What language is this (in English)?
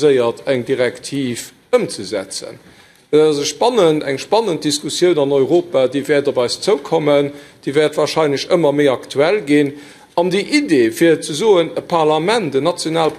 Luxembourgish